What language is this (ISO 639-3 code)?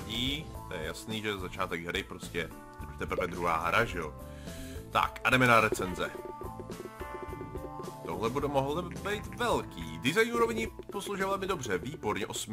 ces